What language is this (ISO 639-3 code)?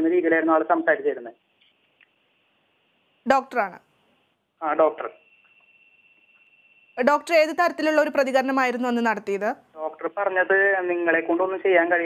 mal